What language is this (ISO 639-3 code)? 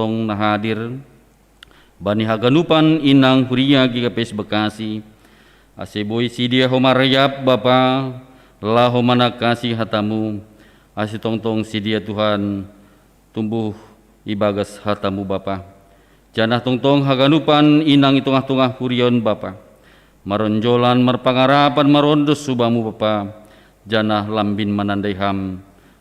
bts